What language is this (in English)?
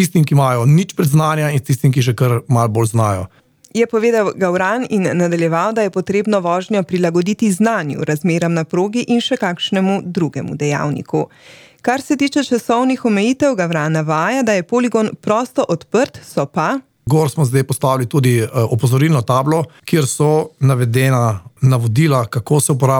Slovenian